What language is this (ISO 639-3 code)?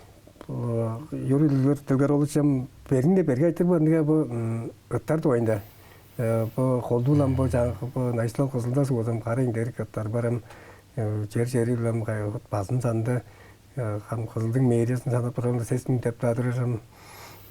tyv